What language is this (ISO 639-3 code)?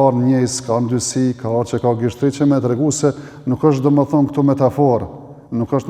sqi